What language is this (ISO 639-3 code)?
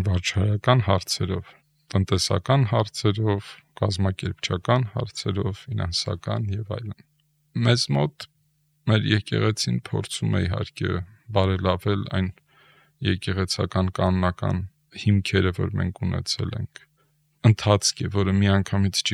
hye